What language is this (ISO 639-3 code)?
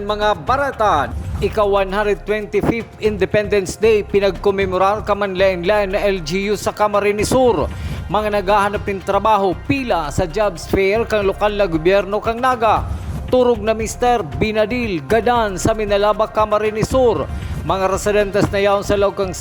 bik